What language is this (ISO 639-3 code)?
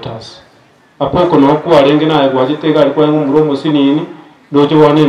guz